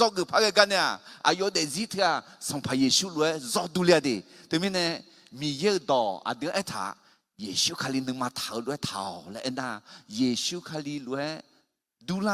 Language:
Akha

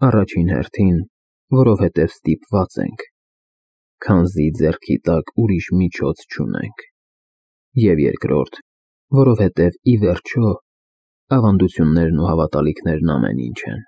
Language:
Armenian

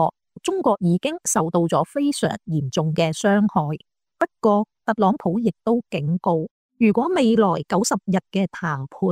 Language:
Cantonese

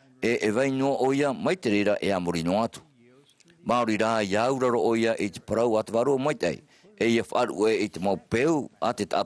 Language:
Tahitian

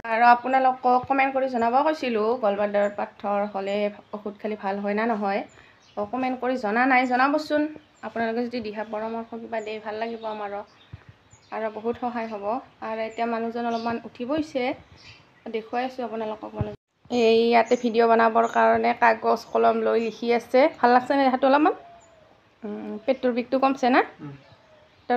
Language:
Assamese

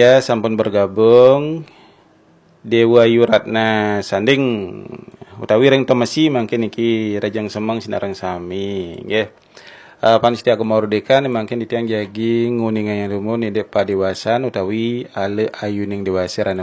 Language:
Balinese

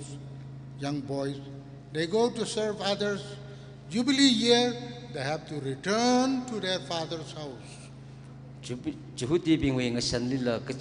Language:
Tangkhul Naga (India)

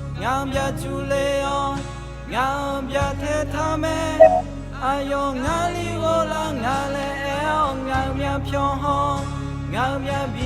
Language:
Akha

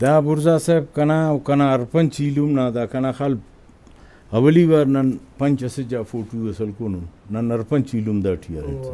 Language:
Brahui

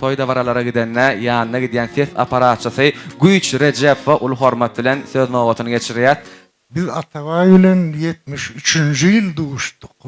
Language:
Turkmen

